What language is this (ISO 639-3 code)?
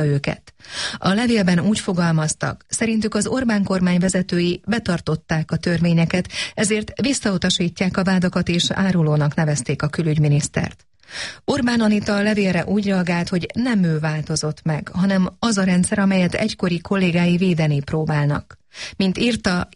hun